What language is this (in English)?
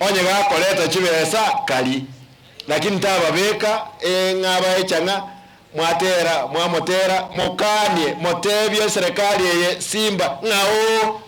Gusii